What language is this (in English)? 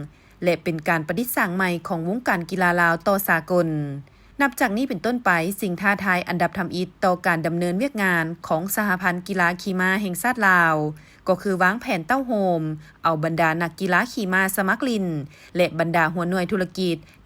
Lao